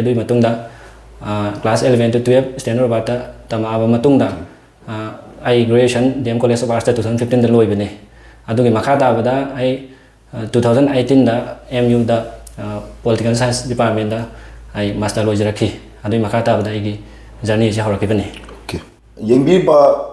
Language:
Manipuri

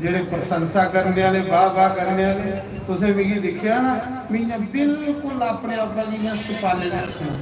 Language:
Dogri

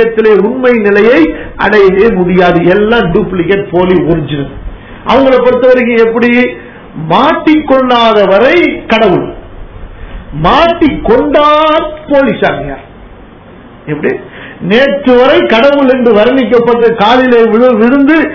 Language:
Tamil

